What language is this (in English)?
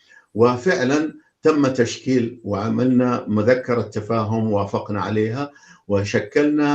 North Levantine Arabic